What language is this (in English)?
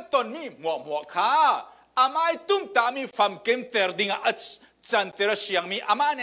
Falam Chin